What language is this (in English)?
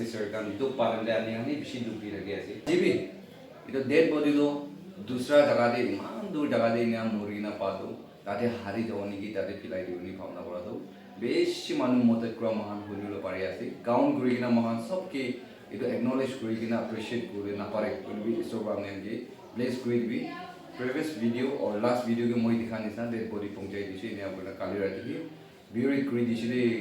Naga Pidgin